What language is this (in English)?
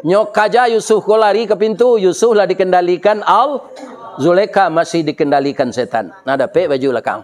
Minangkabau